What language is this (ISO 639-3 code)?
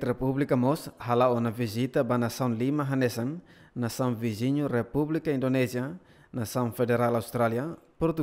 tet